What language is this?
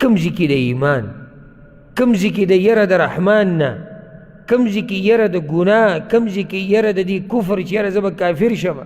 Pashto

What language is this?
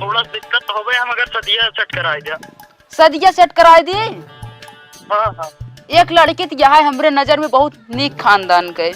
Awadhi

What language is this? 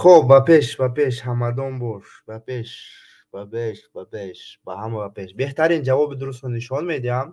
Tajik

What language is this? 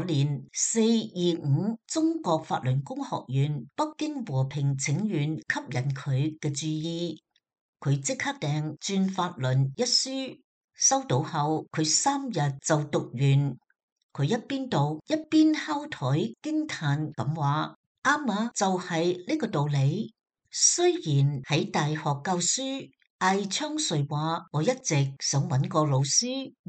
Cantonese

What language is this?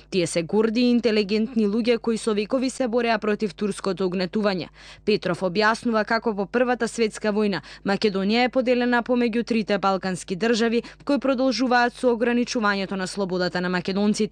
Macedonian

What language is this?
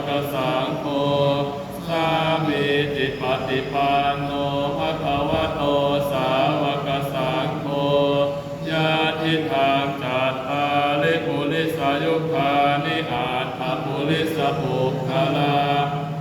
Pali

